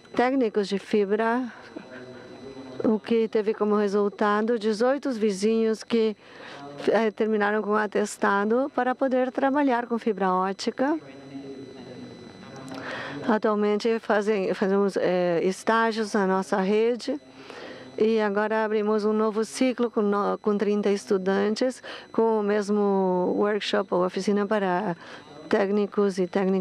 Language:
Portuguese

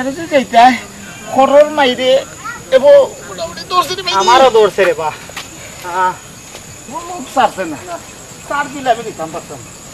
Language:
Sylheti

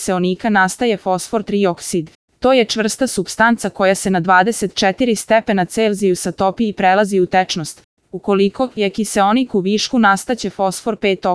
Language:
Serbian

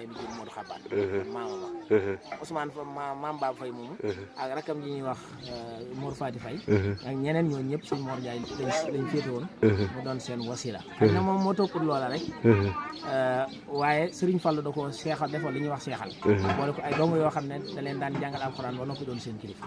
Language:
Wolof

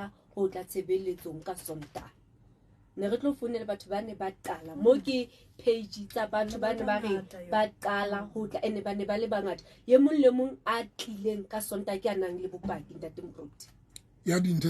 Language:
Southern Sotho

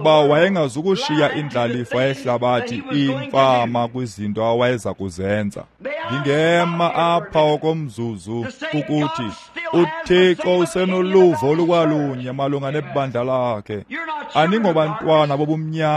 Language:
Xhosa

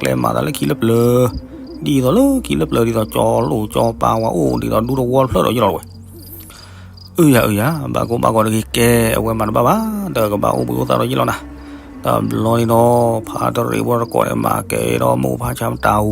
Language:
S'gaw Karen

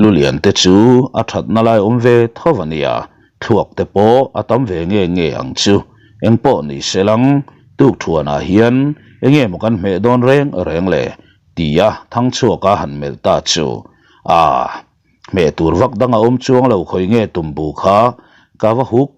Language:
Mizo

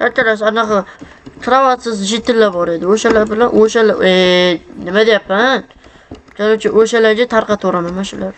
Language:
Uzbek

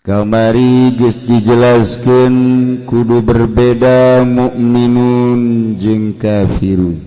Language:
Sundanese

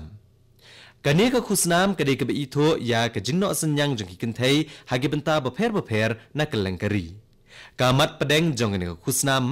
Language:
Khasi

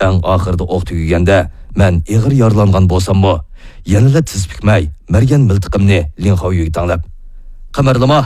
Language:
Uyghur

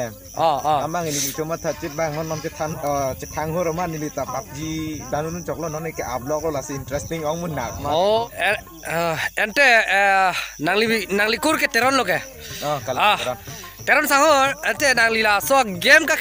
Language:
Karbi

